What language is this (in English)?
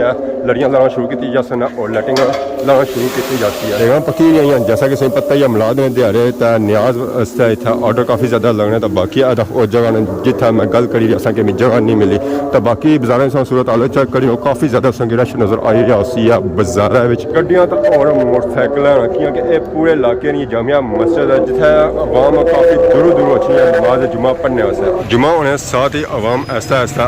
Pahari-Potwari